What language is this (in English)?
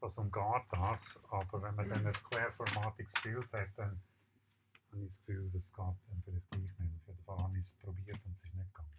Swiss German